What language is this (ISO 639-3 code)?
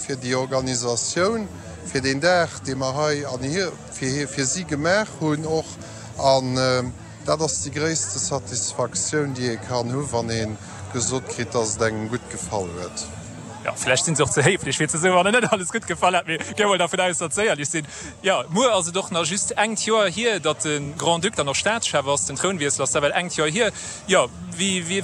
ltz